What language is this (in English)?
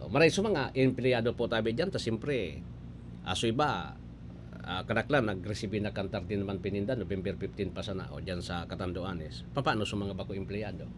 Bikol